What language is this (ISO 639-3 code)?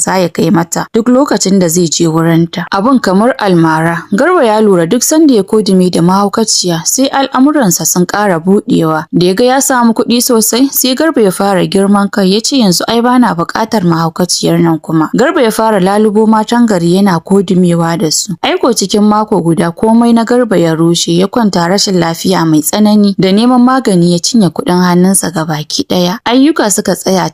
hau